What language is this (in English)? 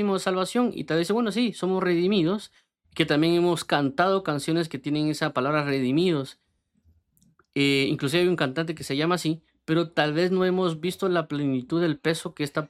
Spanish